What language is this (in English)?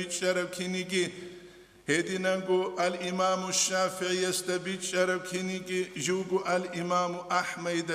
Avaric